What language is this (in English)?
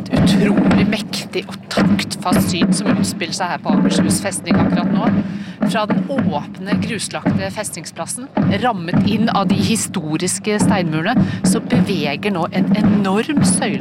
Norwegian